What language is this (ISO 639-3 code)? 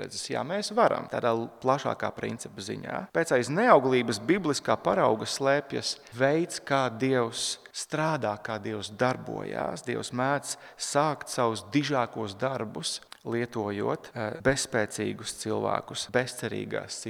lav